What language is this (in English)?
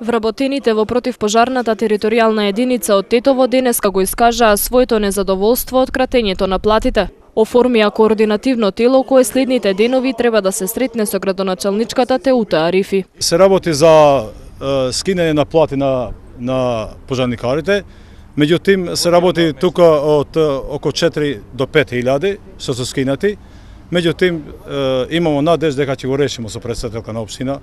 Macedonian